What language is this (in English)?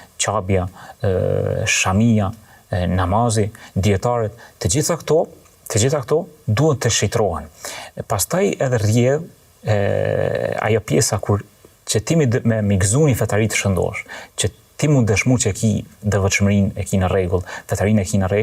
Albanian